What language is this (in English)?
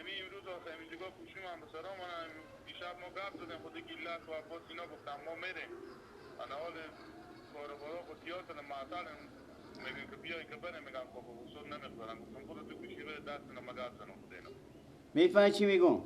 Persian